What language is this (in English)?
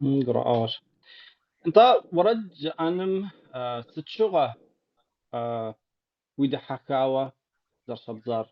Kabardian